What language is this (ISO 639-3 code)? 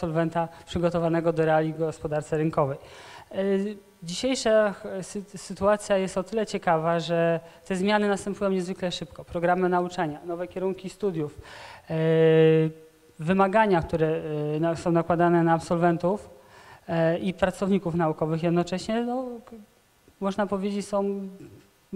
pol